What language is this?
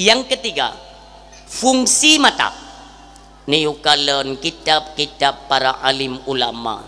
Achinese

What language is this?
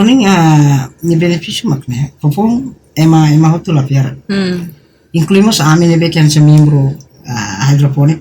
Tetum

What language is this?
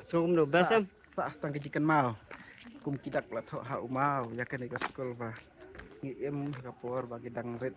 Khasi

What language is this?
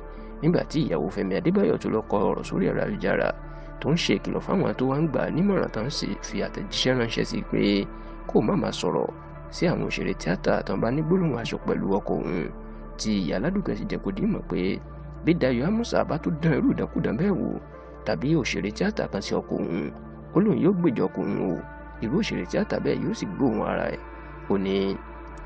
Yoruba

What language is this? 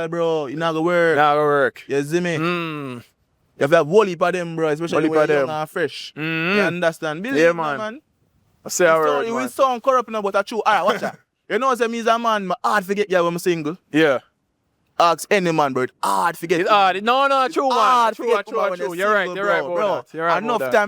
Jamaican Creole English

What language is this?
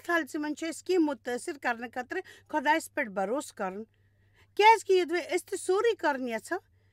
Kashmiri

